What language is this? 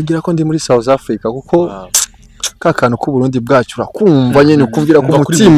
Rundi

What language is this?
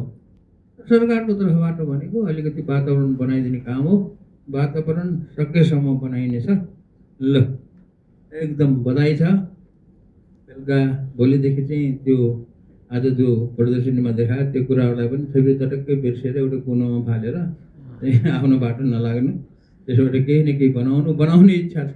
Nepali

